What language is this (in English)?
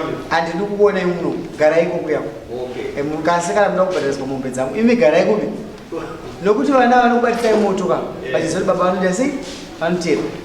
Shona